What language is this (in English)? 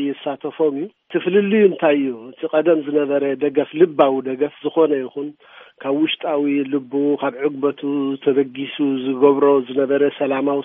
Tigrinya